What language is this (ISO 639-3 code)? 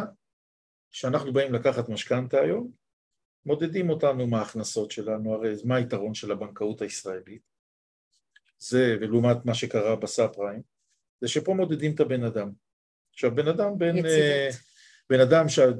heb